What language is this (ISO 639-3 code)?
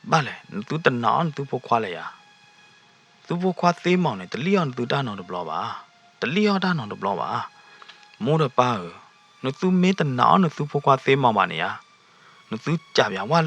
ksw